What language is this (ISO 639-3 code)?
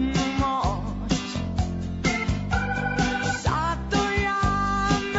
srp